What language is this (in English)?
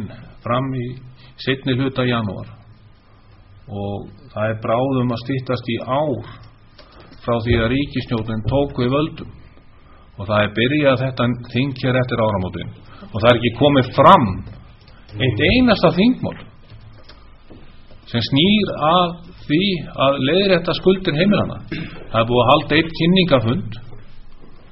Icelandic